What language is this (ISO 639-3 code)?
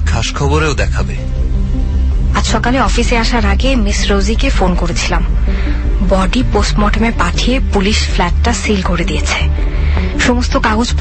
ben